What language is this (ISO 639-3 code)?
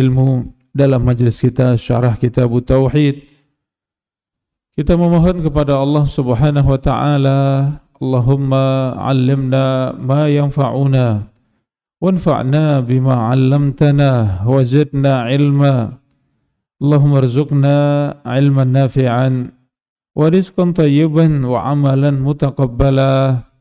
ind